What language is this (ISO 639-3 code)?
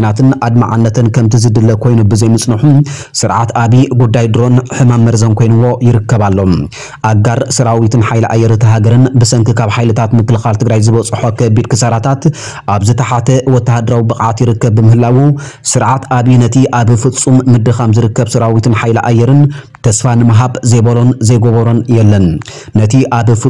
tir